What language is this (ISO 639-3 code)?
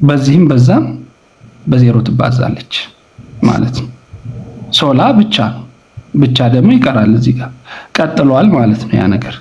amh